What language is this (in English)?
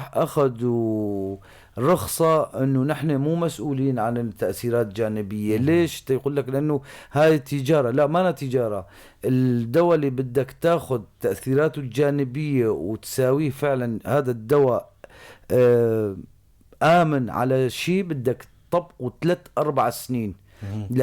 North Levantine Arabic